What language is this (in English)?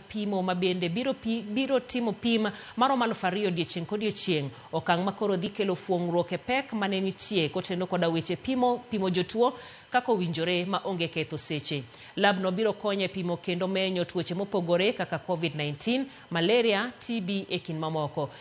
Luo (Kenya and Tanzania)